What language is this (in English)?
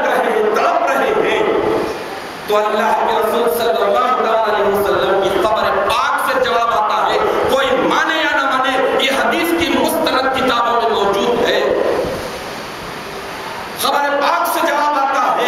Urdu